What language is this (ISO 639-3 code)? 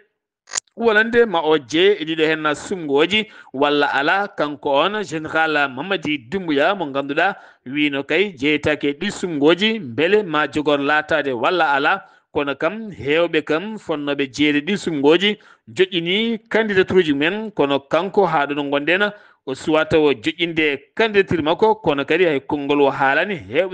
ful